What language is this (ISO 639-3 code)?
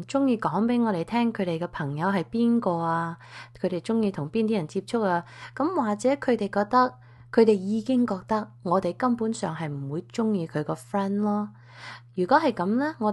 yue